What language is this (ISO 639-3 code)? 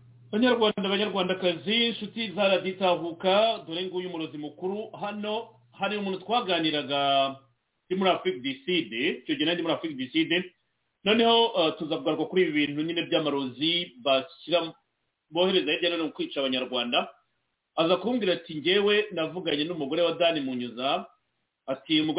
kin